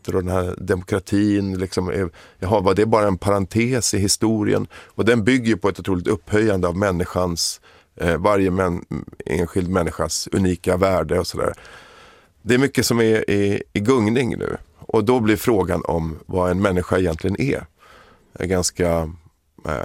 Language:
Swedish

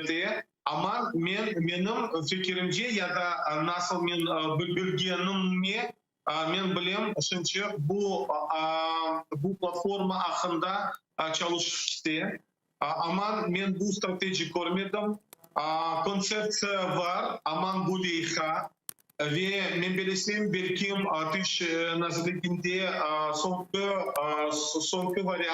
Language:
Crimean Tatar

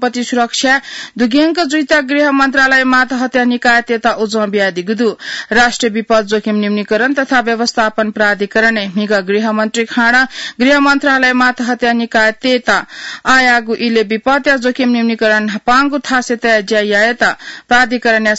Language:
Newari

